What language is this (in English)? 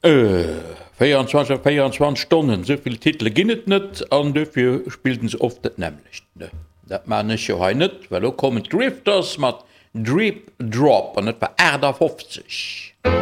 Luxembourgish